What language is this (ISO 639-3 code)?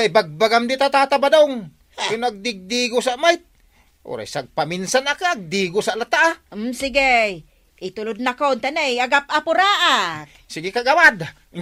ilo